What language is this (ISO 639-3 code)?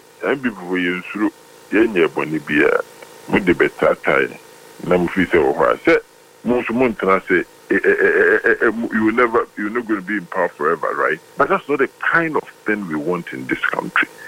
aka